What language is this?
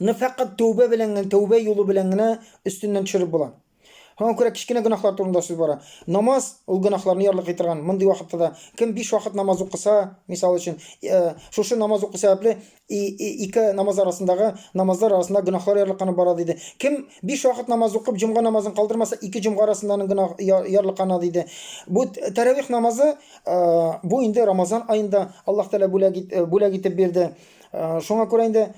Tatar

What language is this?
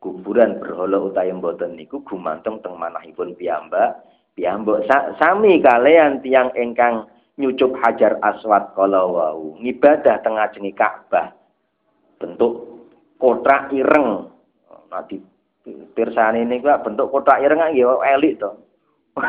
Javanese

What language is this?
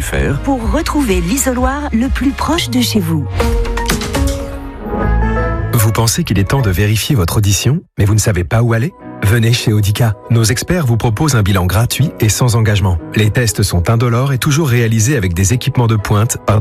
French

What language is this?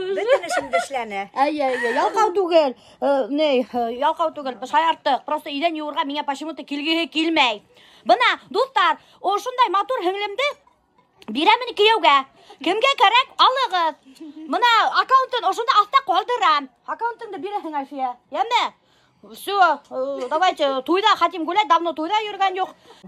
Bashkir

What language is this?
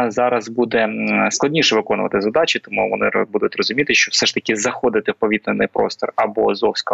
Ukrainian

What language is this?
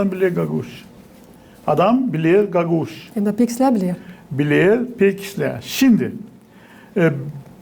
Gagauz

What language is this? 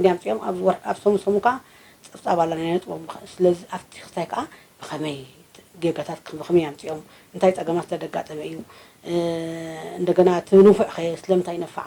Tigrinya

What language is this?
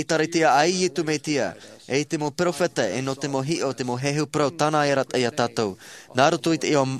Tahitian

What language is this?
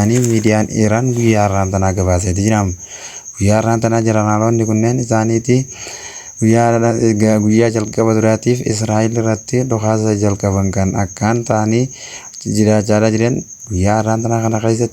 Oromo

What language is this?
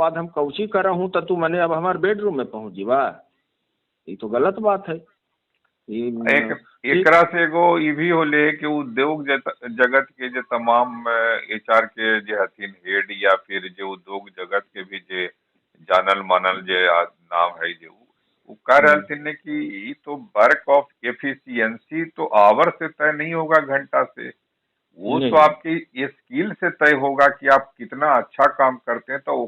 Magahi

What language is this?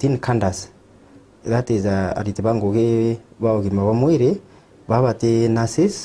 Meru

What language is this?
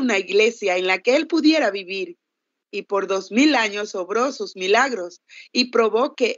Spanish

